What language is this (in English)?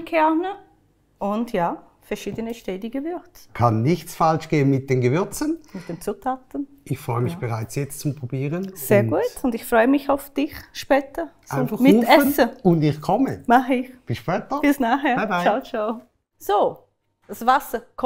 Swiss German